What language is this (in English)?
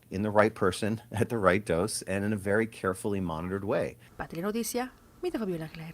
Papiamento